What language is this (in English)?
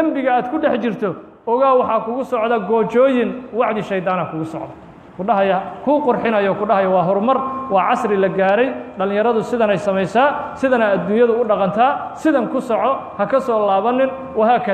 Somali